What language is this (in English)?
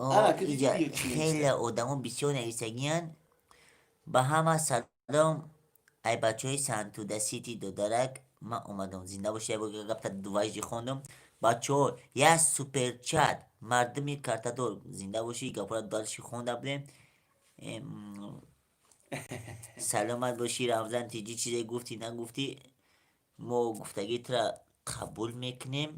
Tajik